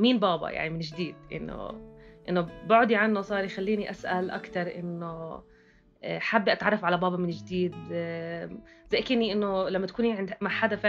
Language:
North Levantine Arabic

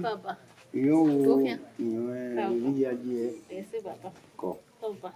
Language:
Bini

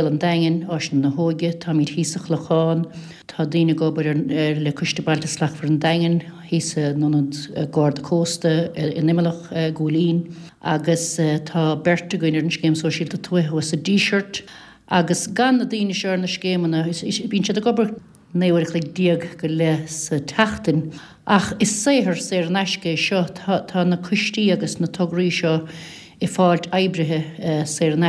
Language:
Irish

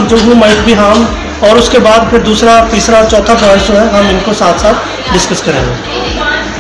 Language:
Hindi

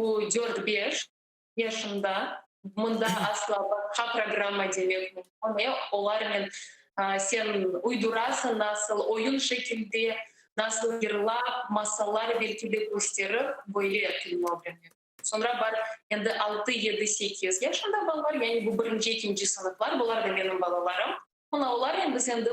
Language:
Crimean Tatar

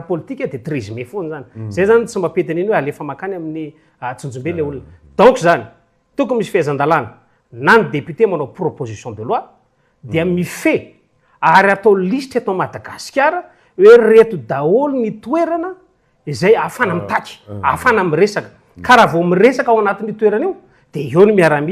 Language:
Malagasy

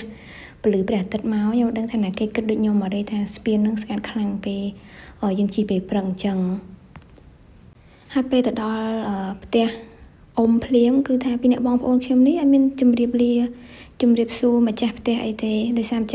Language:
Khmer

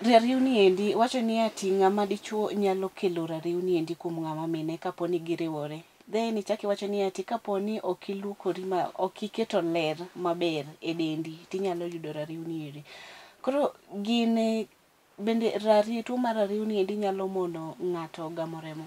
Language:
Luo (Kenya and Tanzania)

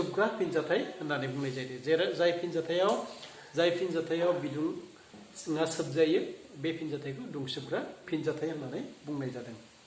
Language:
Bodo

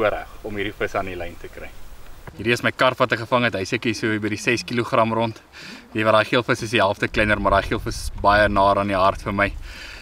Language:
Afrikaans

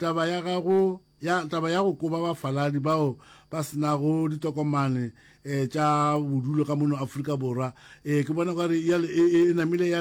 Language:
Northern Sotho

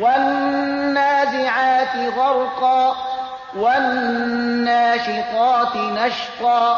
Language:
Persian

